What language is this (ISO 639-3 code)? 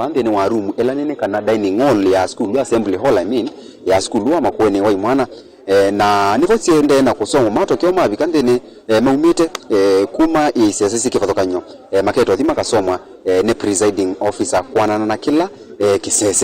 kam